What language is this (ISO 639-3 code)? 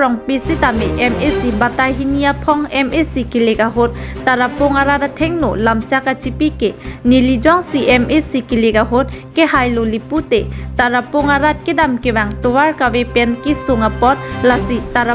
mjw